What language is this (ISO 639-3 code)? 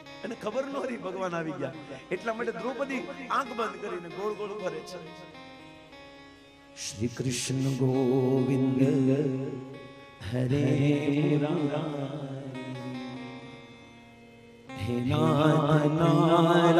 guj